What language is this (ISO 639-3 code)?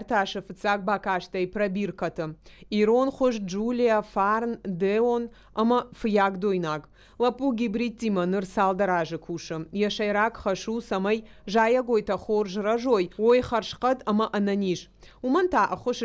oss